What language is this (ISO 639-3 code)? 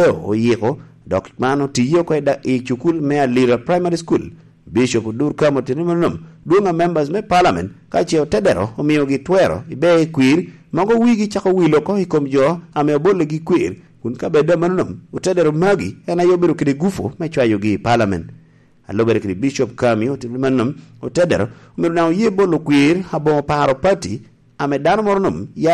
laj